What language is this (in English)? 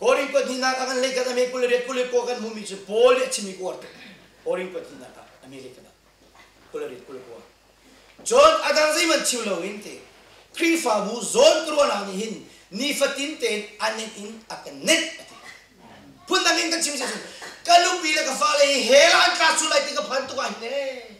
Hakha Chin